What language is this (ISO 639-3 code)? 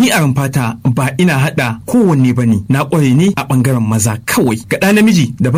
hau